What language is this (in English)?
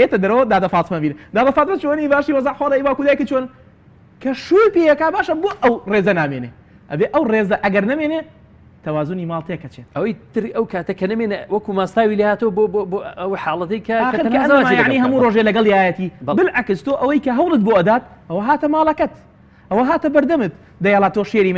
Central Kurdish